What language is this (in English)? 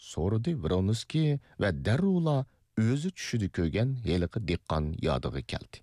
Uyghur